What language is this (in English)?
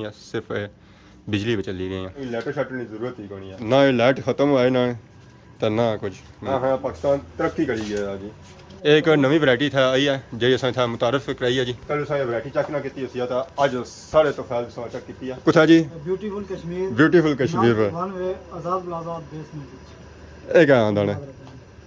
Pahari-Potwari